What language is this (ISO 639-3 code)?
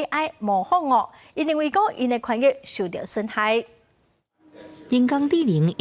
nan